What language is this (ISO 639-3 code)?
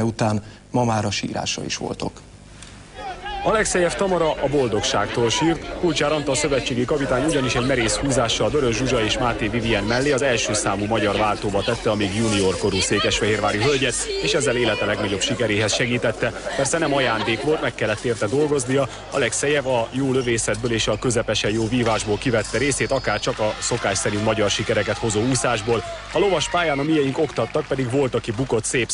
hun